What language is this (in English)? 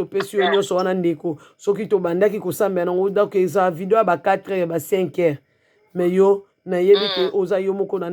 Lingala